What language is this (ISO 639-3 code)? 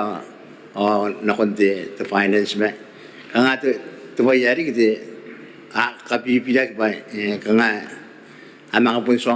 gil